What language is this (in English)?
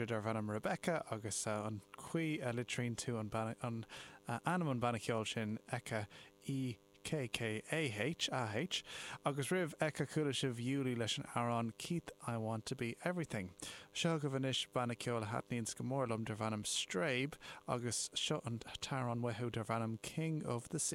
Irish